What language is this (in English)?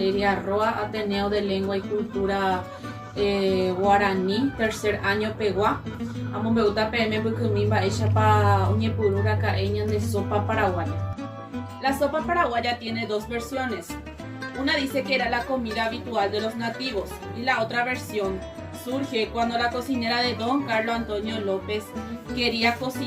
Guarani